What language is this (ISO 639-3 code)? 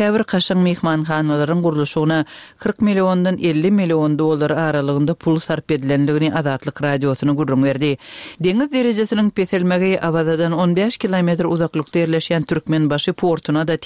tuk